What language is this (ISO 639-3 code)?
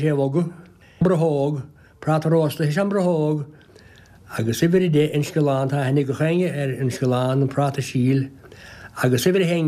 gle